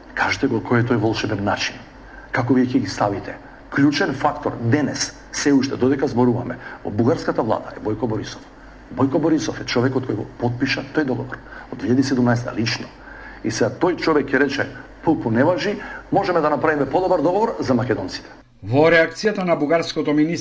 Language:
Macedonian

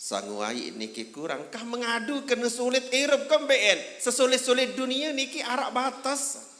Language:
Sasak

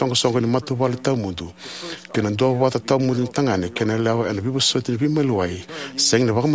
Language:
Fijian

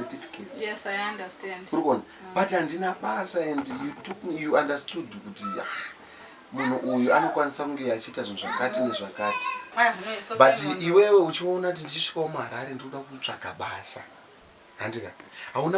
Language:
Shona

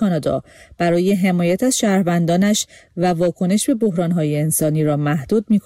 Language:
Persian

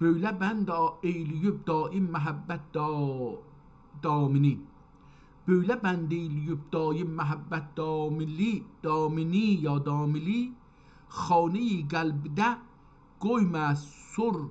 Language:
South Azerbaijani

